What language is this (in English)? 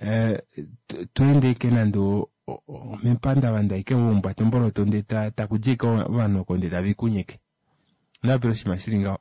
Kuanyama